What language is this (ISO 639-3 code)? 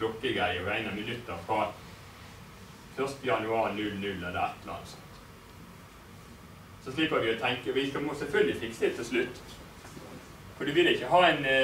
nor